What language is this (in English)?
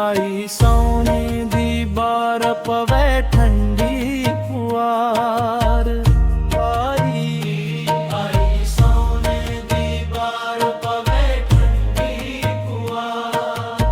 Dogri